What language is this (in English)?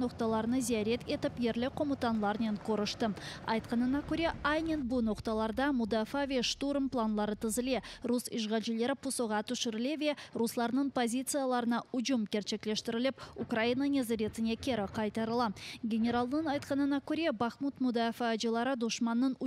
Crimean Tatar